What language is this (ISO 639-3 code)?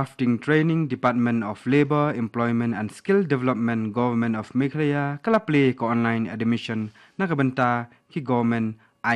kha